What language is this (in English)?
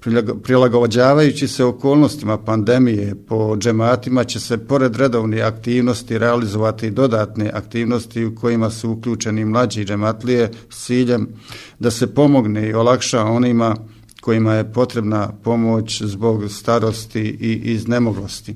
Bosnian